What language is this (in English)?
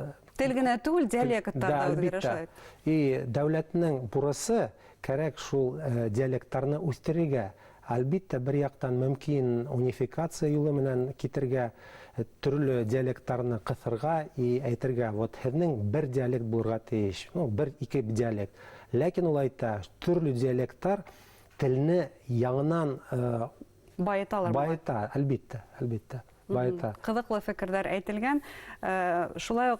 Bashkir